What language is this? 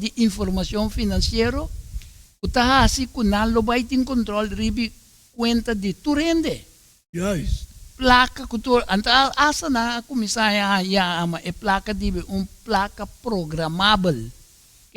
Papiamento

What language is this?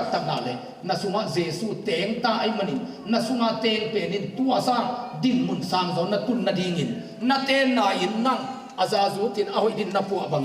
Tedim Chin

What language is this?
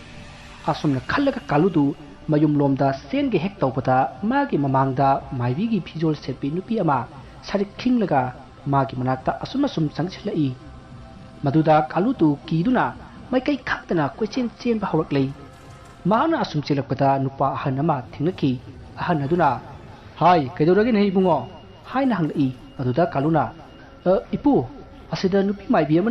Manipuri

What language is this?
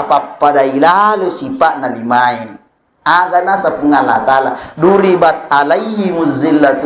Buginese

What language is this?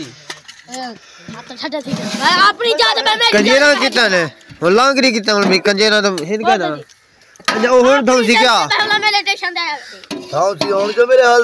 Saraiki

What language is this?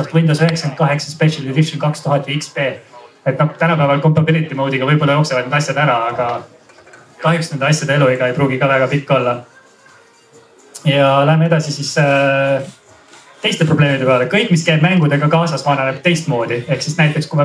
Estonian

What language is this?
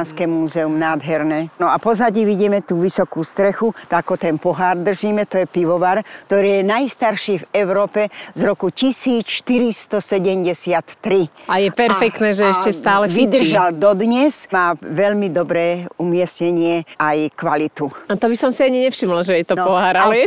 Slovak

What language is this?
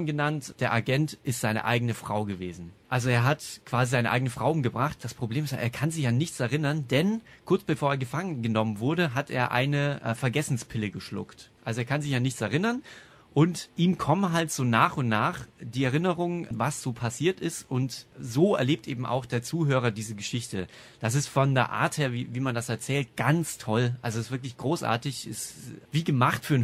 German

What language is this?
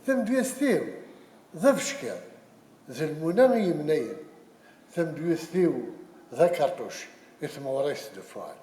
Kabyle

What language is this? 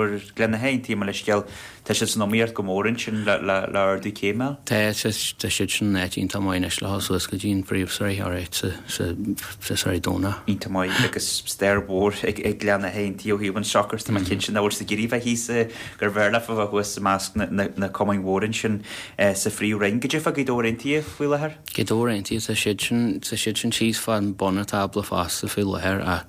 Irish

